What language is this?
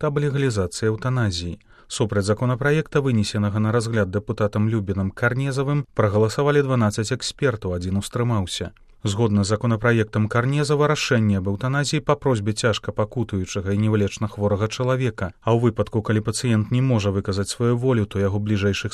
Belarusian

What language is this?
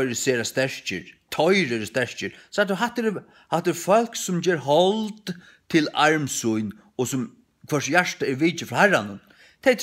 Faroese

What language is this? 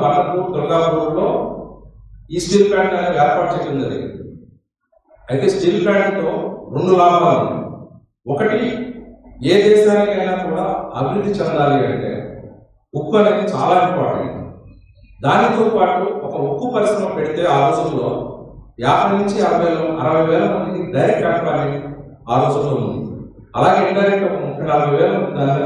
Telugu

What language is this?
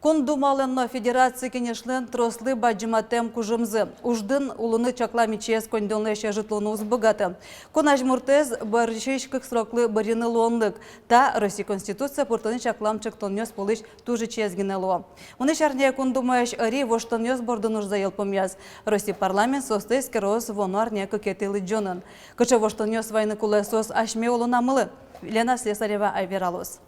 Udmurt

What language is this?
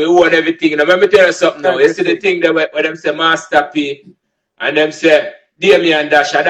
Jamaican Creole English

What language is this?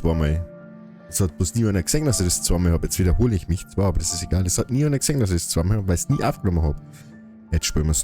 Bavarian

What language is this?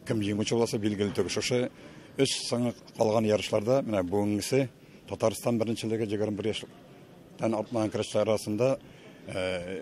Tatar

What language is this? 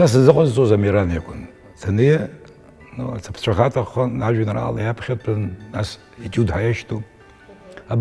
Abkhazian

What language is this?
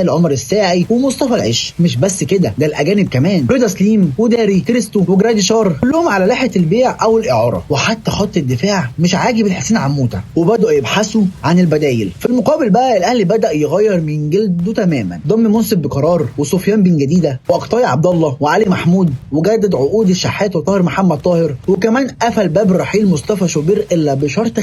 Egyptian Arabic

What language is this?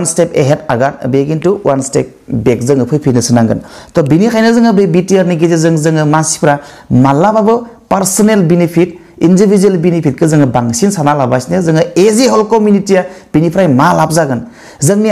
Bodo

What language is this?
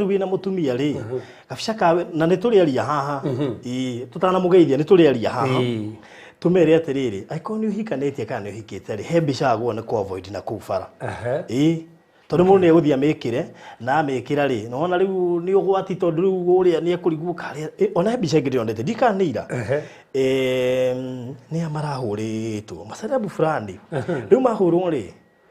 Kikuyu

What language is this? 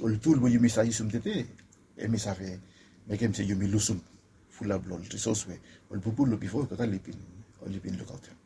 Bislama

